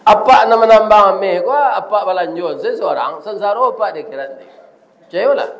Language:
Minangkabau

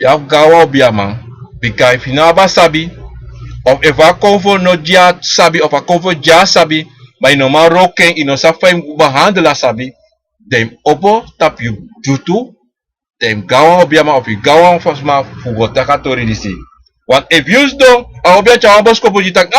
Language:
Sranan Tongo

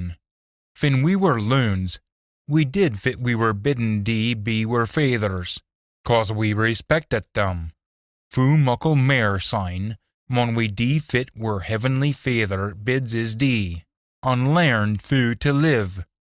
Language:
Scots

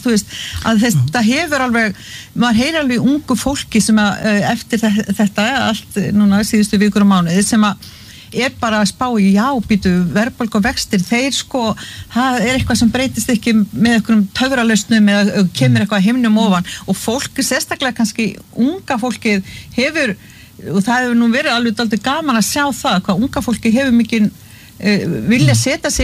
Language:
Icelandic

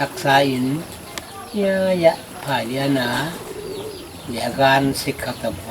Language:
Paite Chin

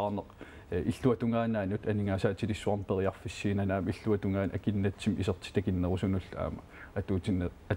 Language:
Kalaallisut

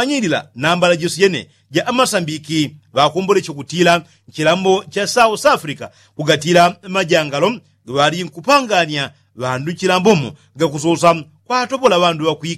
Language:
Yao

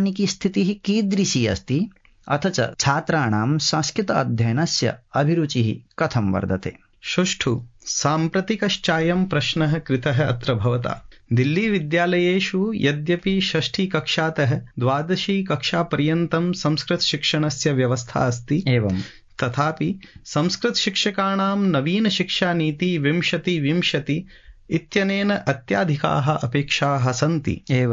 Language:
Sanskrit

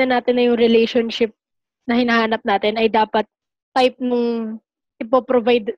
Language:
Filipino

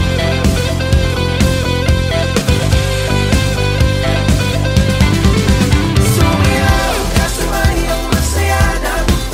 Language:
Filipino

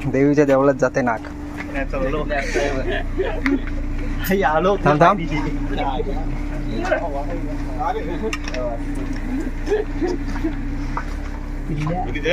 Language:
Marathi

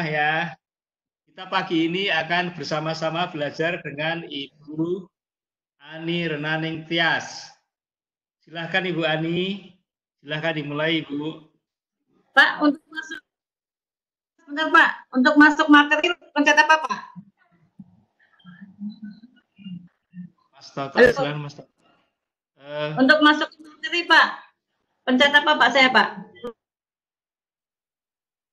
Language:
Indonesian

